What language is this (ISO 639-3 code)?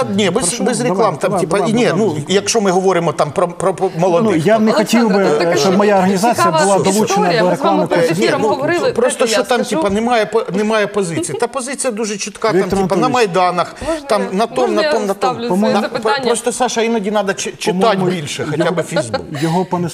ukr